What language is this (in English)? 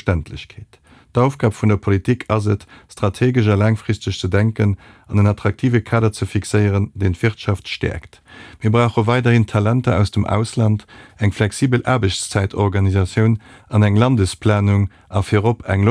Luxembourgish